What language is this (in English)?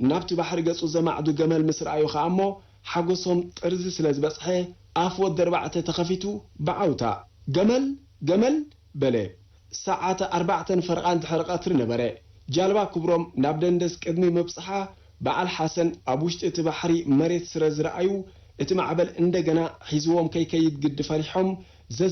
Tigrinya